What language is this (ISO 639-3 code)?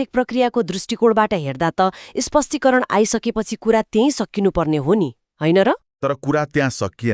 nep